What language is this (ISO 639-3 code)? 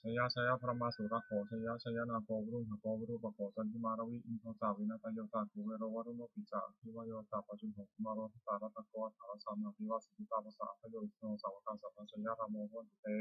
pli